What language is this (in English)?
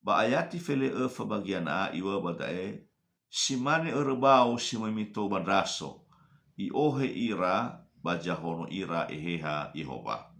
Nias